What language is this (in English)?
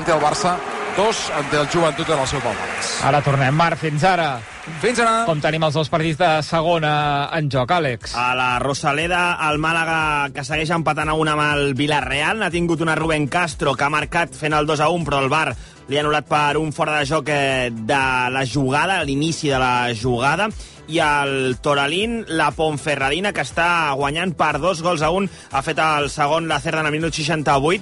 Catalan